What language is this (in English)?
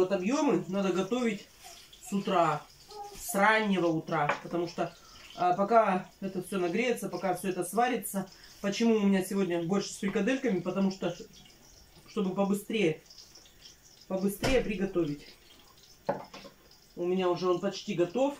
Russian